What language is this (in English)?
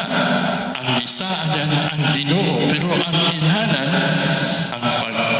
Cebuano